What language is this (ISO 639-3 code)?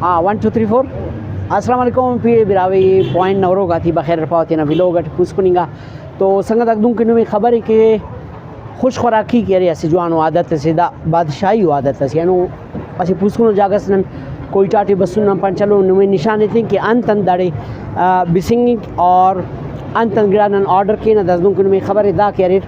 brh